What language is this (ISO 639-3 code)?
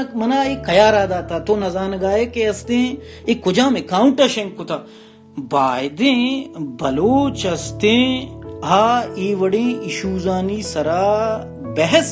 bal